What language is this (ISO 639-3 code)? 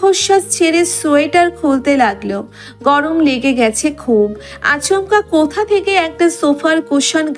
ben